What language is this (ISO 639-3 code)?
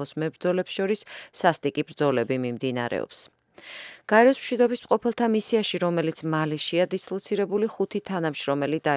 kat